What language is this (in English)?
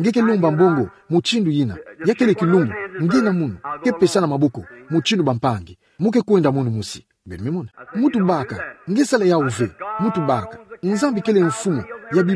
Kituba (Democratic Republic of Congo)